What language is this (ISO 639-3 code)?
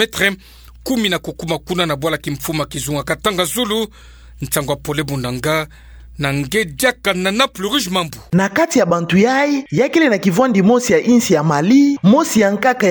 ktu